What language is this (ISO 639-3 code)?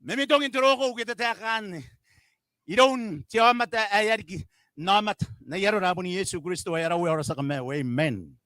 gil